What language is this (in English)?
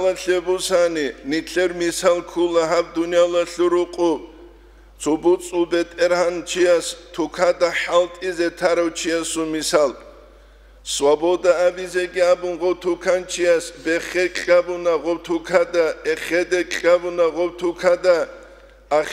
Avaric